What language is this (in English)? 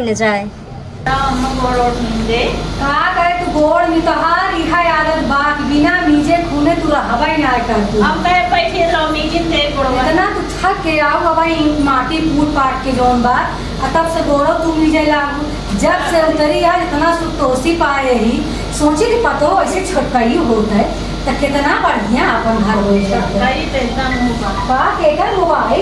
Awadhi